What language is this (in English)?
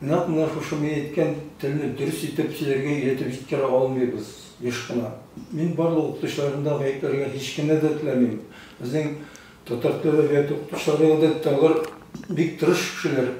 Tatar